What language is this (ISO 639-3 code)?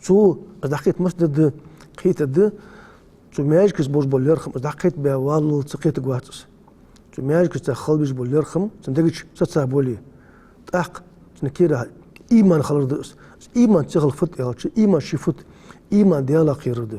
inh